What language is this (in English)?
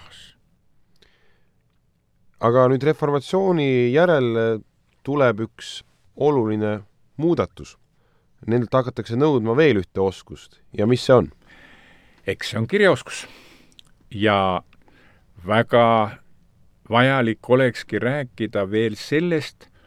Estonian